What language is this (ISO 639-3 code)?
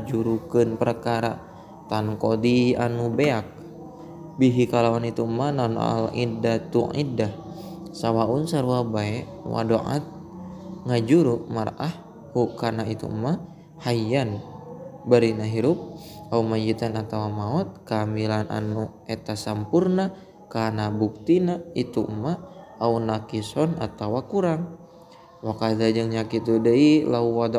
sun